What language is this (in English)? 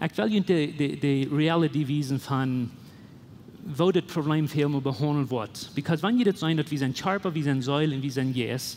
Plautdietsch